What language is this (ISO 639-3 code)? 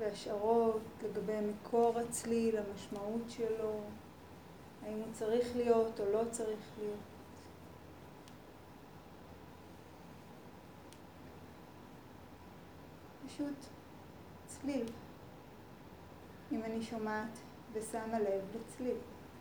heb